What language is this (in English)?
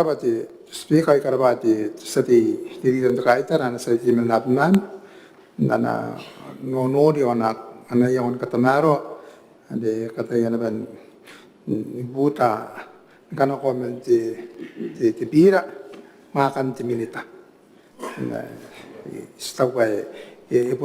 Gilbertese